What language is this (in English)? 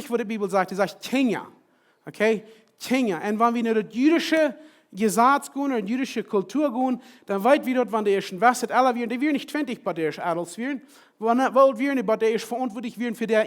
Plautdietsch